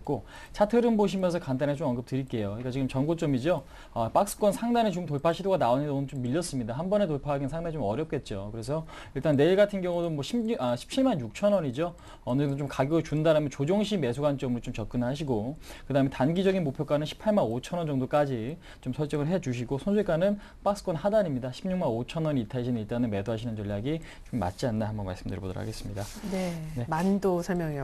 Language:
Korean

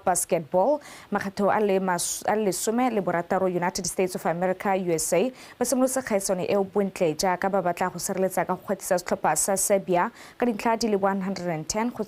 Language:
Tswana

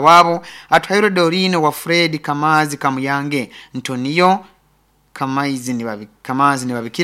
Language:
Nyankole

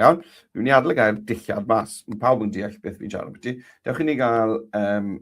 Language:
Welsh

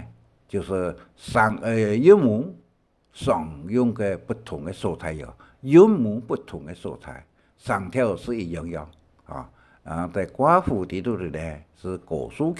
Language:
Hakka Chinese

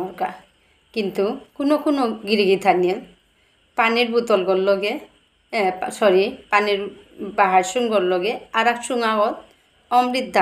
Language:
Bishnupriya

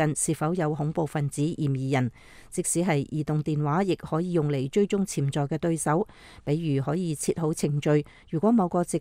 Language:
Cantonese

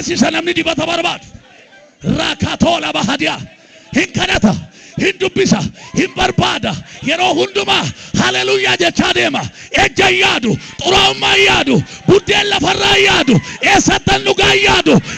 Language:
Oromo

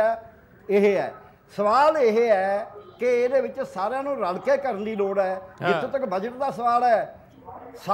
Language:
Punjabi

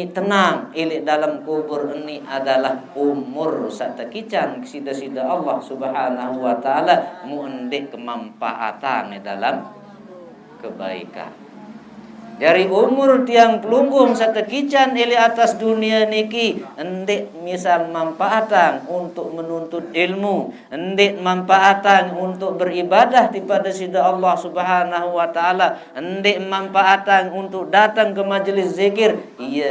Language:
Sasak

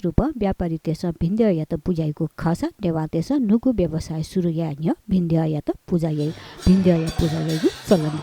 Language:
Newari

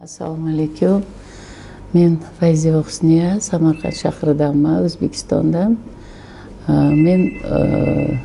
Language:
Uzbek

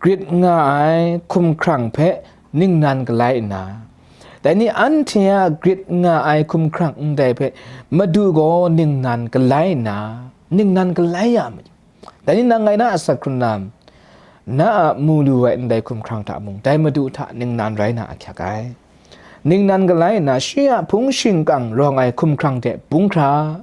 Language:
Kachin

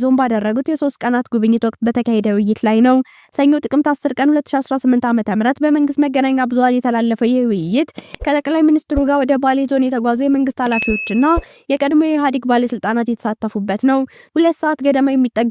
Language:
Amharic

